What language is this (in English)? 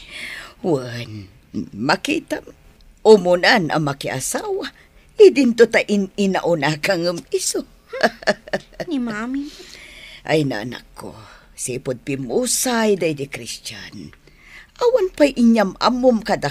Iloko